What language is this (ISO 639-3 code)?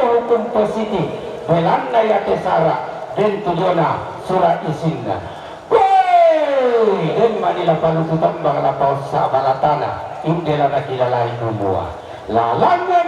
sda